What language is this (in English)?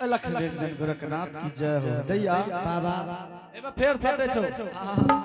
Angika